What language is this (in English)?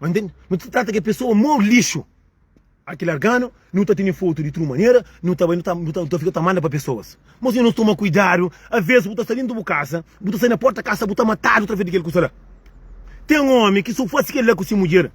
Kabuverdianu